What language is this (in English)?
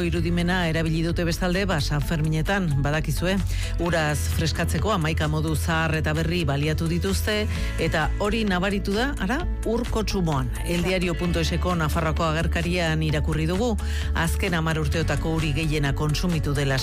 Basque